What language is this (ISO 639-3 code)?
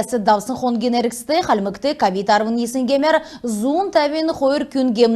xal